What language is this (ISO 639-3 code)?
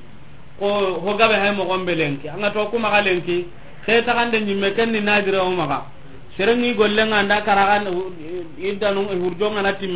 snk